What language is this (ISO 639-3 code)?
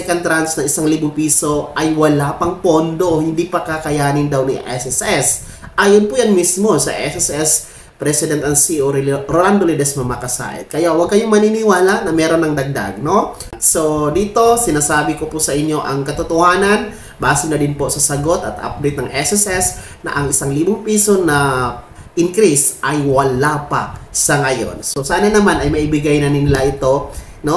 fil